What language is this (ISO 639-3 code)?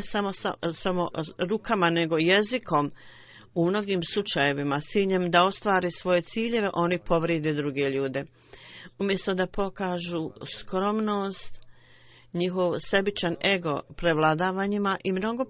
bos